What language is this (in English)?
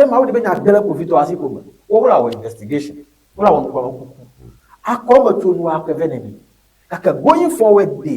Ewe